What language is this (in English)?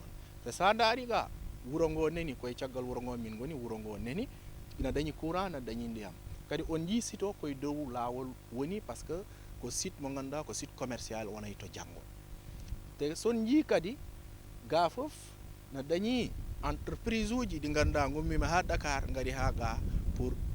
Fula